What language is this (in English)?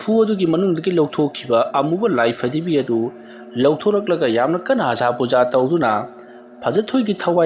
Manipuri